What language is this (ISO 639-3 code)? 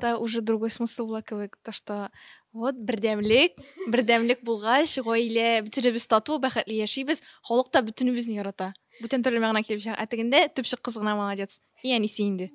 tat